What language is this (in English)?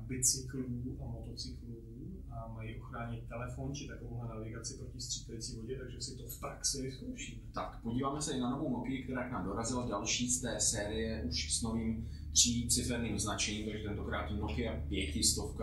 Czech